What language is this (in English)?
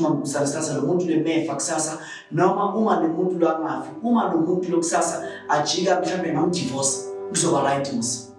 Zulu